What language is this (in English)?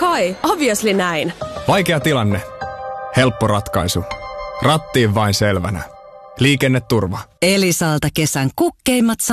Finnish